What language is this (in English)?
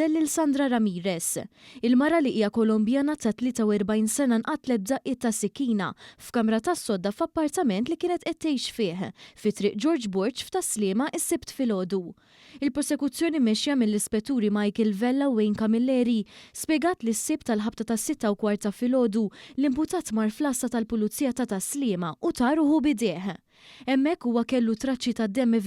Maltese